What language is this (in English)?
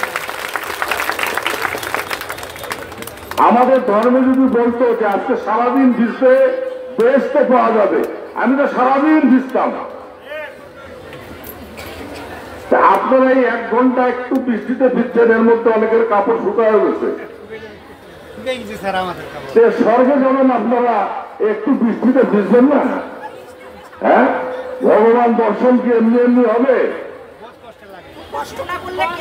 Bangla